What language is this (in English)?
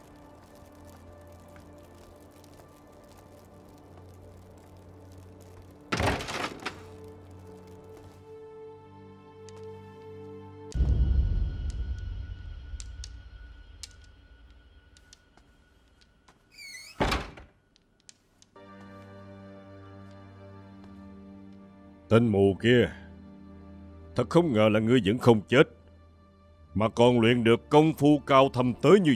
Vietnamese